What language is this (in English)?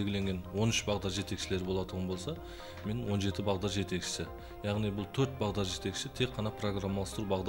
Kara-Kalpak